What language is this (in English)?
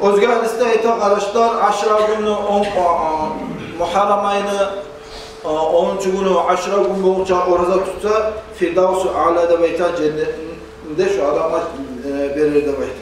Kumyk